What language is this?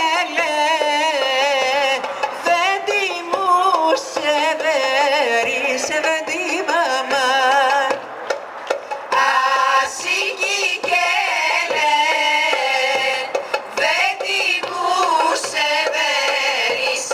Greek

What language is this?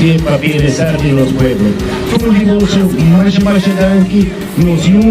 Papiamento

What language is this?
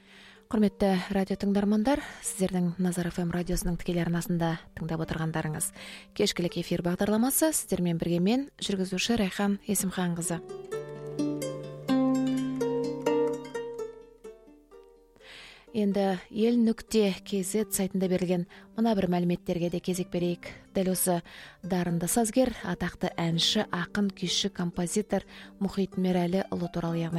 Kazakh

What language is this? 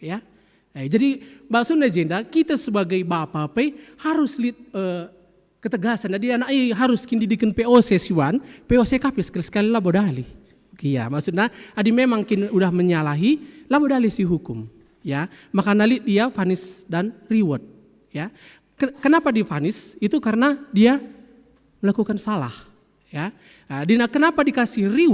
Batak Karo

